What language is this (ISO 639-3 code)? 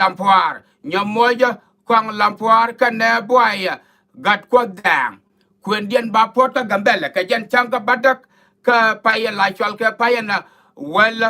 nus